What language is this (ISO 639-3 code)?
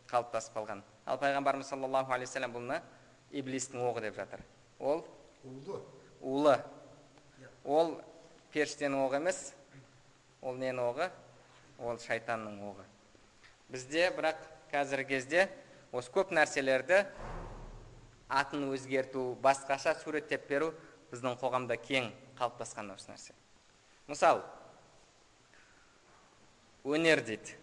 kaz